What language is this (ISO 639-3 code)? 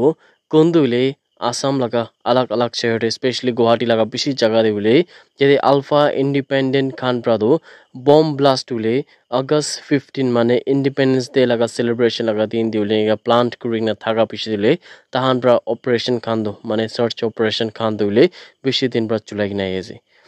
nag